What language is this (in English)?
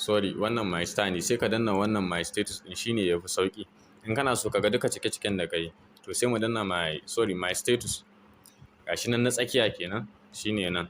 Hausa